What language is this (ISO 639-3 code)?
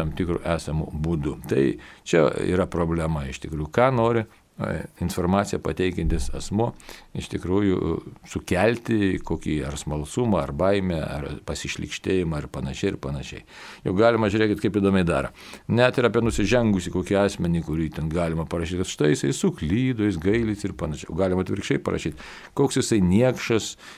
lit